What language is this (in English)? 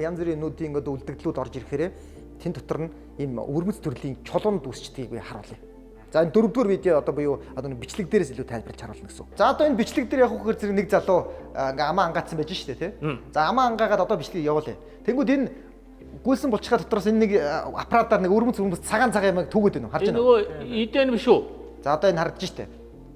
Mongolian